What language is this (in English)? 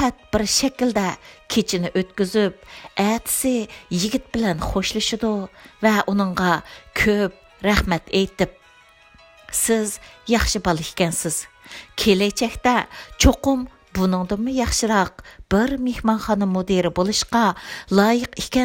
Uyghur